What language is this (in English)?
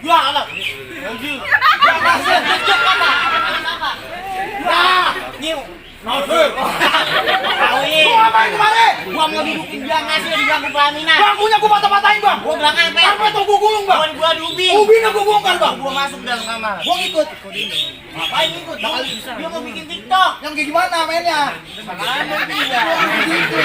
Betawi